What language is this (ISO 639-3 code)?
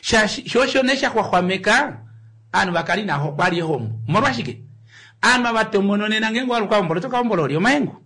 kua